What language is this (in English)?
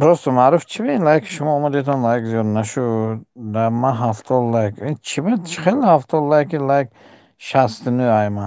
Tajik